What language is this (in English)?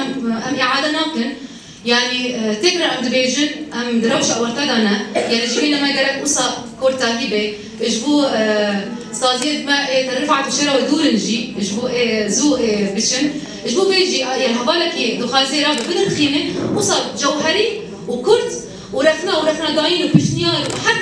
Kurdish